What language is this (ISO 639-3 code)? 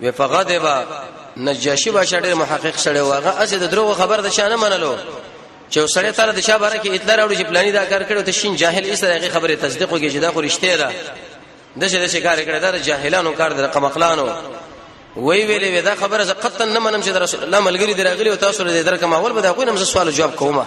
pus